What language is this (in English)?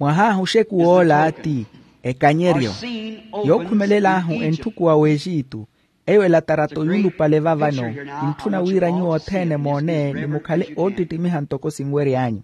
Makhuwa